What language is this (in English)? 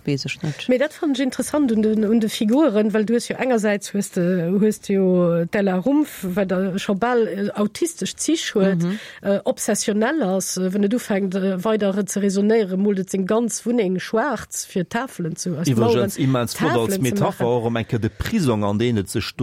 Luxembourgish